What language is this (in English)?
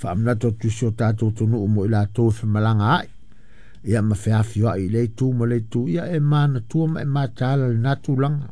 Samoan